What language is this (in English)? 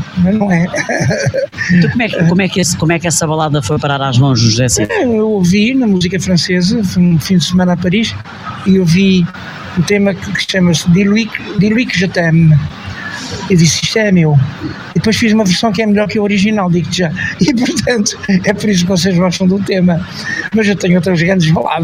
Portuguese